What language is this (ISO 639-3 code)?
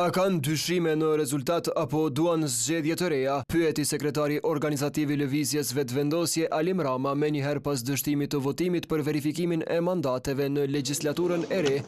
sqi